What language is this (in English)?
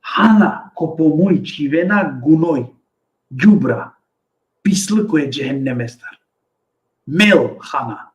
Balkan Romani